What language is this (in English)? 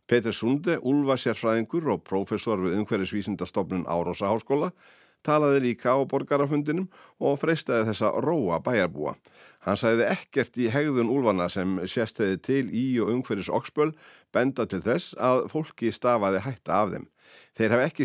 Icelandic